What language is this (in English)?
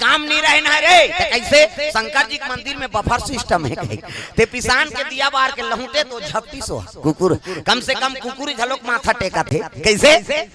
Chhattisgarhi